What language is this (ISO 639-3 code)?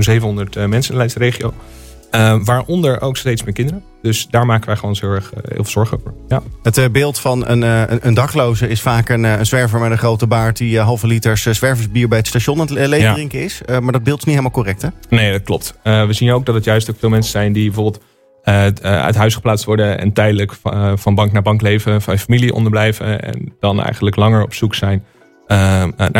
nld